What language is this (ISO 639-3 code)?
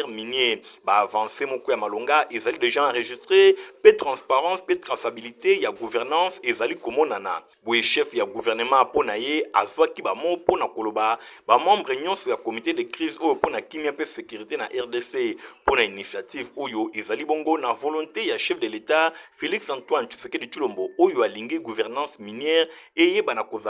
lin